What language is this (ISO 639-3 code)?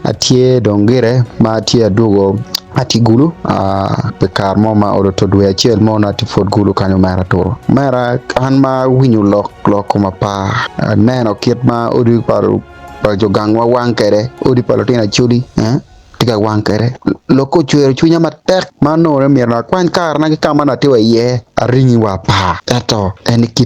ach